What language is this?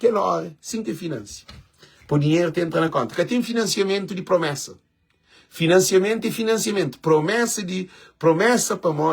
Kabuverdianu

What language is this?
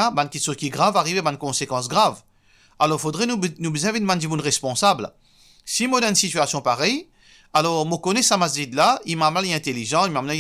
Morisyen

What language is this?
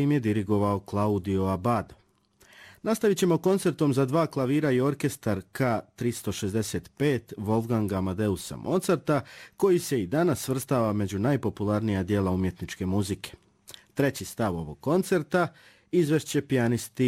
Serbian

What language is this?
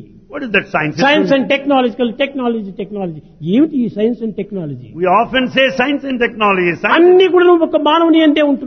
Telugu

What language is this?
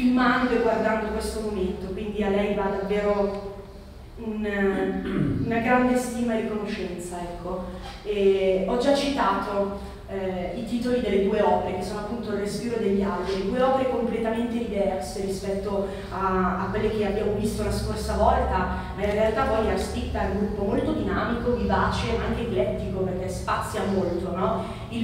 Italian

